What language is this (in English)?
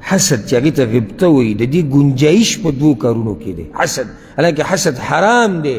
Pashto